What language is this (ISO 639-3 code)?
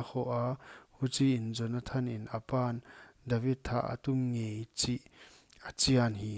pck